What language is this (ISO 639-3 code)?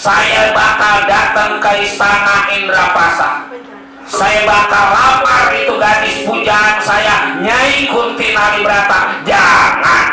bew